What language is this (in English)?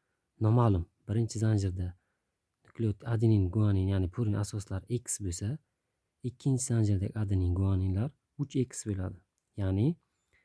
Uzbek